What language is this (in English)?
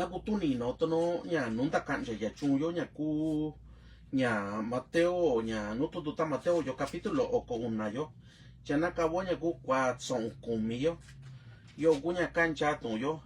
Mixtepec Mixtec